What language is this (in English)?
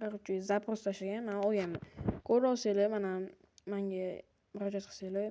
Uzbek